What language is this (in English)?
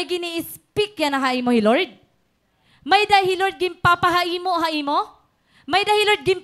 Waray